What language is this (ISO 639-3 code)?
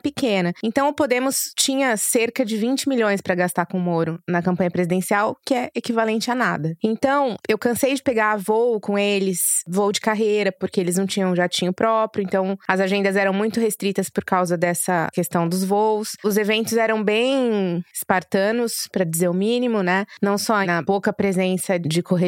por